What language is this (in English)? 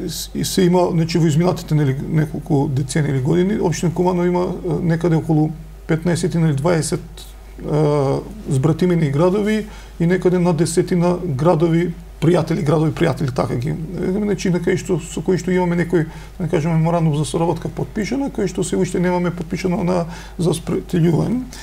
Macedonian